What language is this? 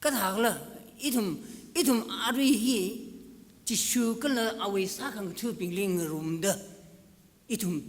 Tangkhul Naga (India)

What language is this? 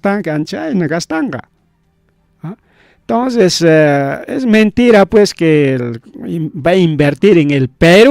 Ayacucho Quechua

